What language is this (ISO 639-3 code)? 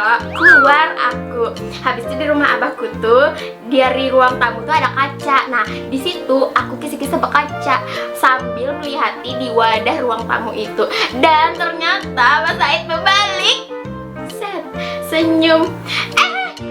bjn